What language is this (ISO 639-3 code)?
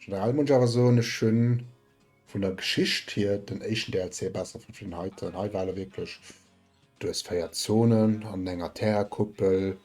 ltz